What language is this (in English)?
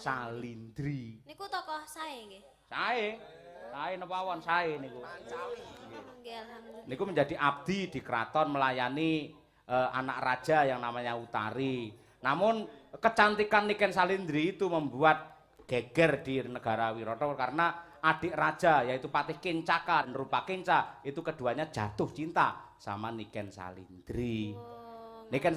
Javanese